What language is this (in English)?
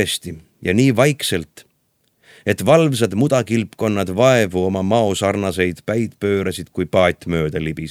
Estonian